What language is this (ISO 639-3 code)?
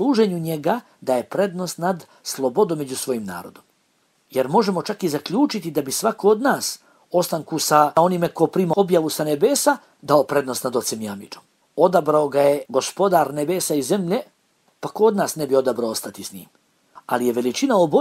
bos